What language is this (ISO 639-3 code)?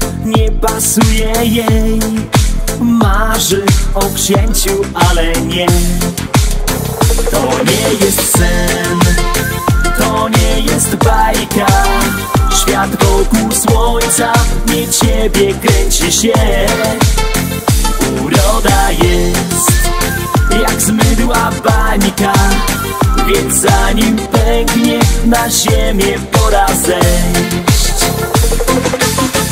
pol